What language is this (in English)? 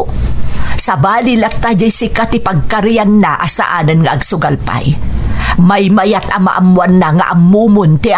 Iloko